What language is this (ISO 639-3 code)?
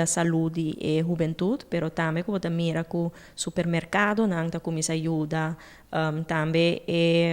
pap